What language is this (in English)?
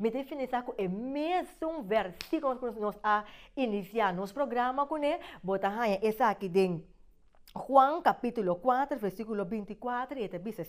Papiamento